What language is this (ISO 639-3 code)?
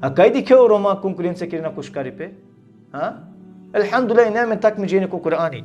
rmn